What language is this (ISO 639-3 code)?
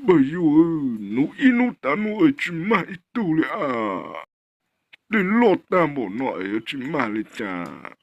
hmn